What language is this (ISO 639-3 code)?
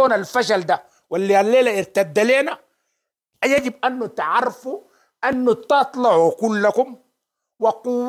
apd